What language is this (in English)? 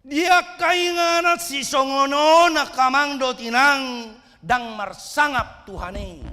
Batak Toba